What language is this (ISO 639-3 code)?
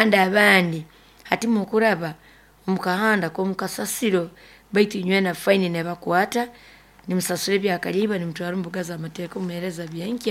nyo